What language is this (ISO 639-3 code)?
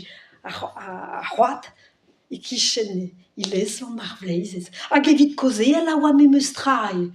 bre